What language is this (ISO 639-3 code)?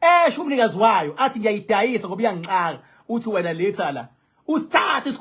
zul